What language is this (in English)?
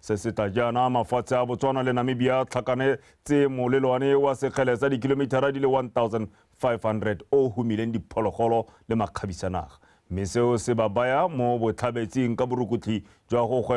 Tswana